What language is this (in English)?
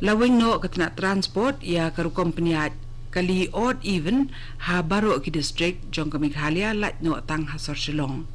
Khasi